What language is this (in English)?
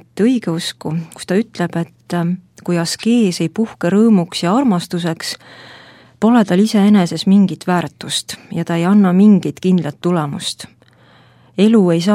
Estonian